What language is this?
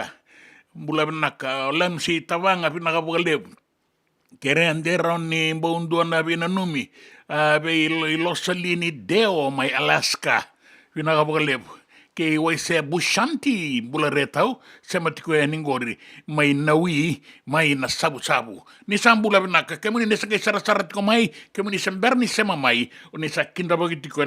Fijian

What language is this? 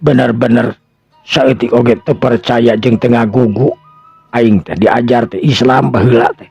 Sundanese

